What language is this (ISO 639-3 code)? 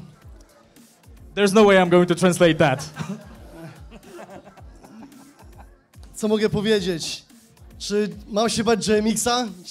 pol